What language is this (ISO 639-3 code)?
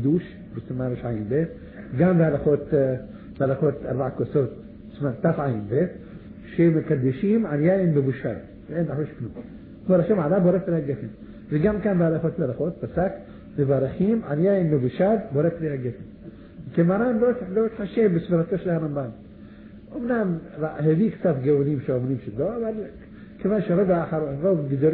heb